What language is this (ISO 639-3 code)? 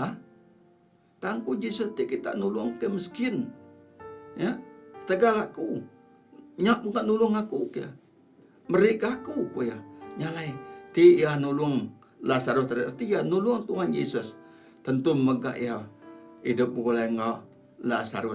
iba